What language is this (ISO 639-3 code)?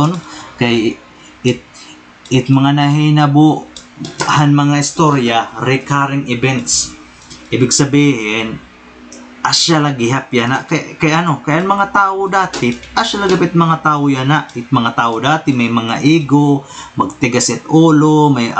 war